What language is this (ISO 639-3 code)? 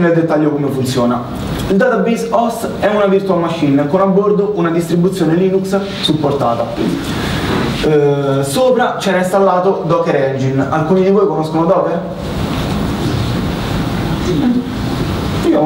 ita